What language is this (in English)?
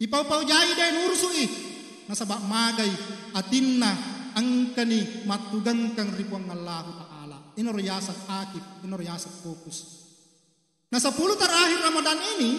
Buginese